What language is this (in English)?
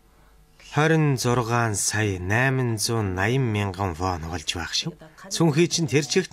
Mongolian